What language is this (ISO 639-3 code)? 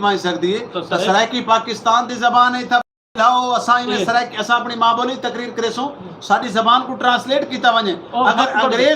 skr